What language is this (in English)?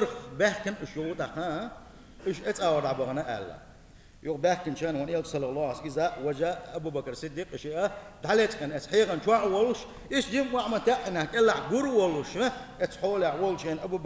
Chechen